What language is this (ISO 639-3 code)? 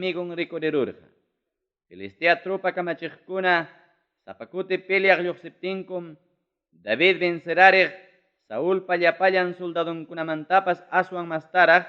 quy